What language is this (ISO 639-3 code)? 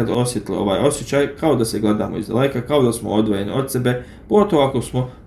bos